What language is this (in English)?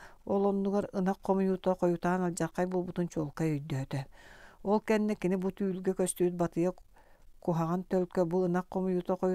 Yakut